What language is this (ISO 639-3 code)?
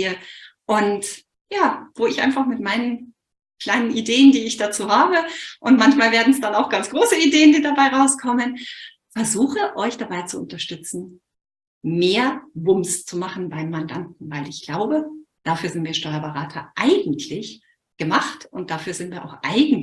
deu